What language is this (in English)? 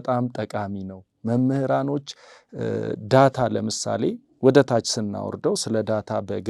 Amharic